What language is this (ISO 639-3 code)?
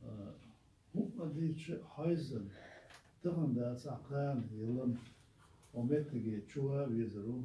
che